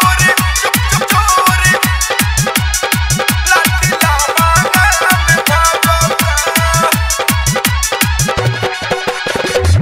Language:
Bhojpuri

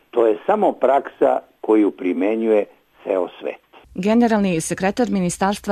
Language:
Serbian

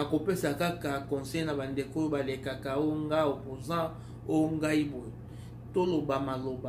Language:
Lingala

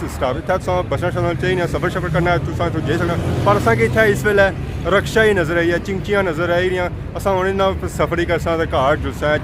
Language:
Pahari-Potwari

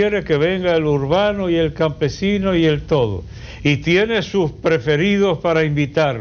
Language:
Spanish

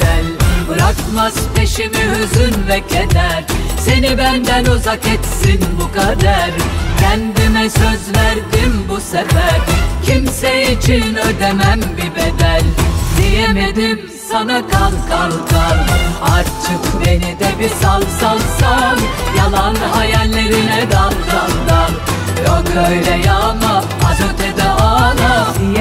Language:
Turkish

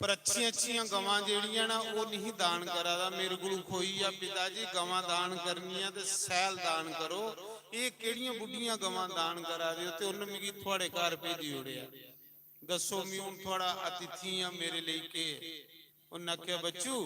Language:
Dogri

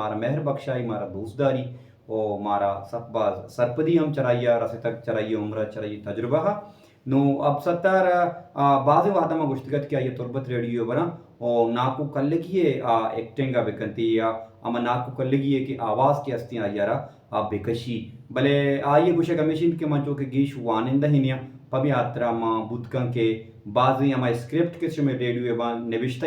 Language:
Baluchi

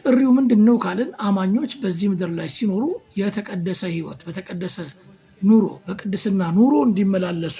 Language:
Amharic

